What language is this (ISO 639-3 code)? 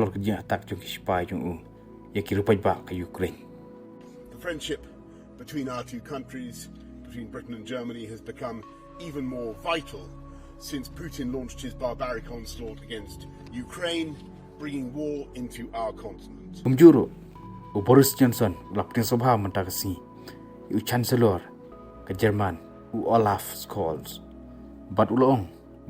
kha